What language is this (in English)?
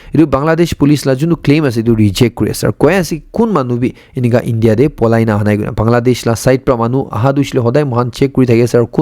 Naga Pidgin